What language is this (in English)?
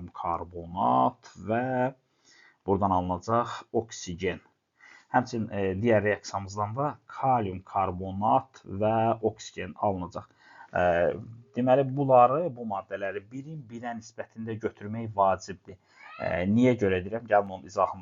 Azerbaijani